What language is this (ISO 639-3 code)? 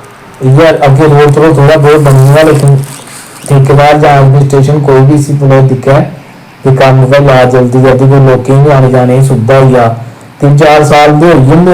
doi